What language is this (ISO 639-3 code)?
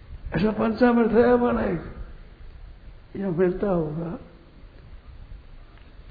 hin